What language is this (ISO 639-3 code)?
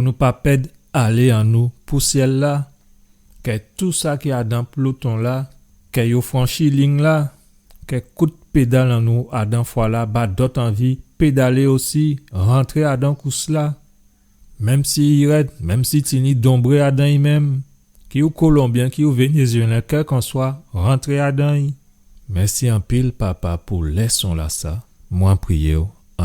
gcf